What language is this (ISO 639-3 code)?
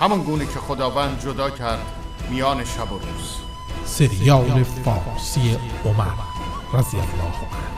tgk